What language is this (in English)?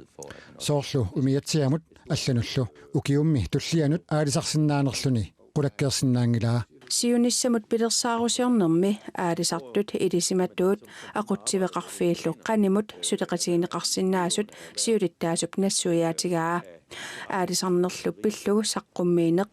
Kalaallisut